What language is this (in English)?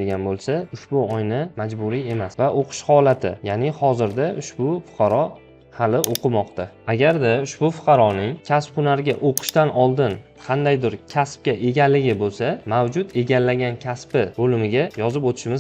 Uzbek